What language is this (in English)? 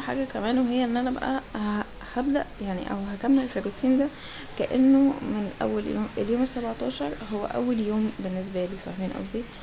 Egyptian Arabic